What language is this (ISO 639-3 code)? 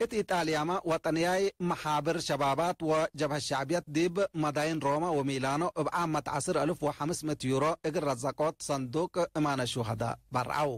tig